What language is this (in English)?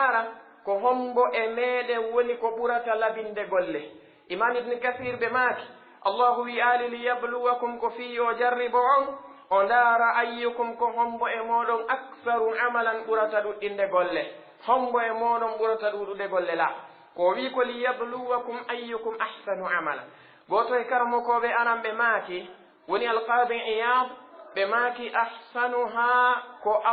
Pular